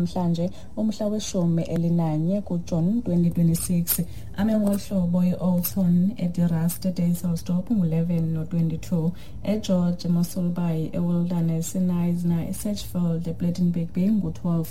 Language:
Xhosa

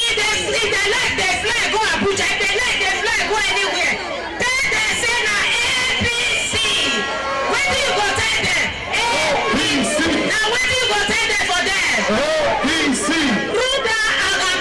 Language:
Nigerian Pidgin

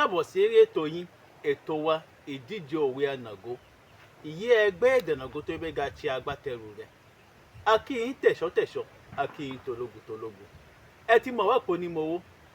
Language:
Yoruba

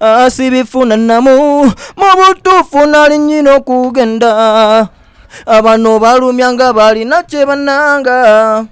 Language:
Soga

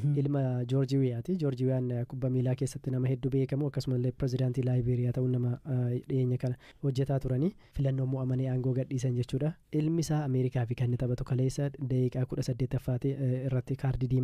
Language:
Oromo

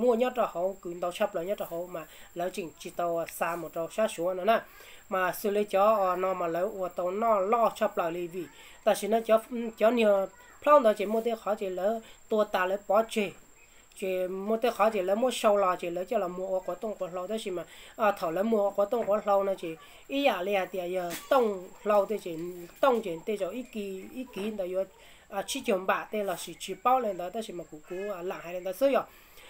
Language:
Hmong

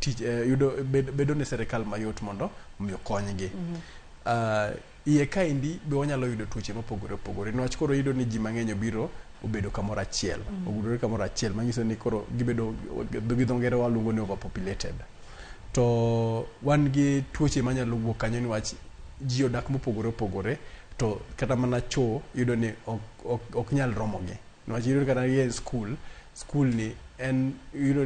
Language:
Luo (Kenya and Tanzania)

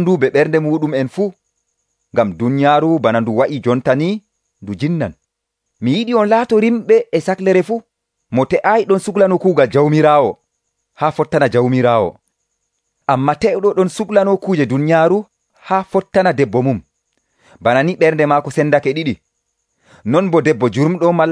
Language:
Nigerian Fulfulde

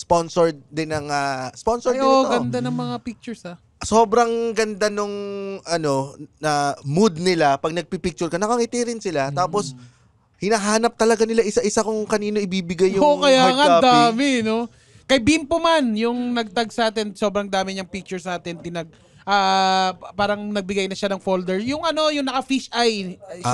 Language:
Filipino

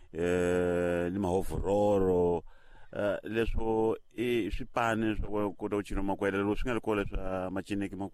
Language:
Tsonga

